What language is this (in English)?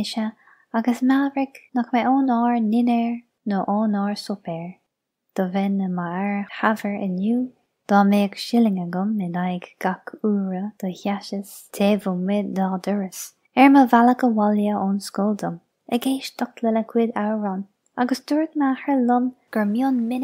Irish